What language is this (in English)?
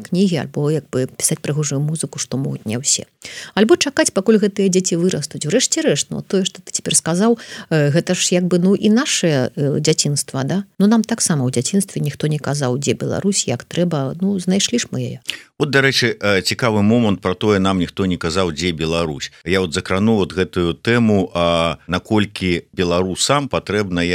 Belarusian